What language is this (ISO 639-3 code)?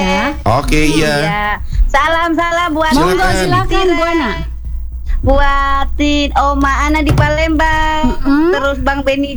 ind